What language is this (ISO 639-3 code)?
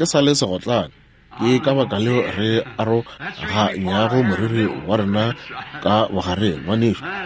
nso